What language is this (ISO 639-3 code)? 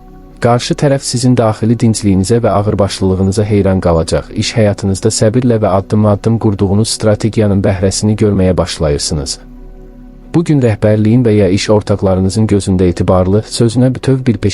aze